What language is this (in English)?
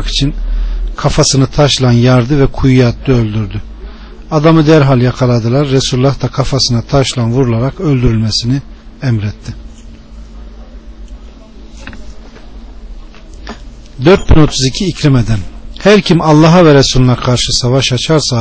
Turkish